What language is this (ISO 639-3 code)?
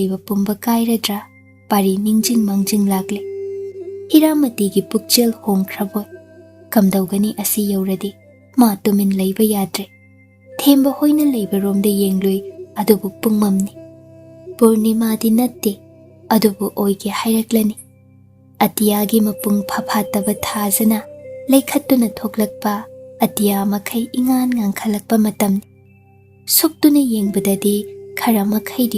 mni